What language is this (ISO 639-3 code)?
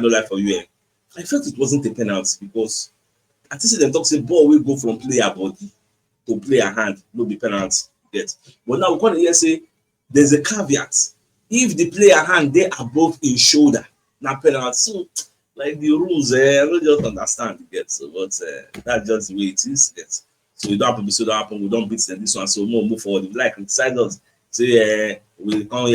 pcm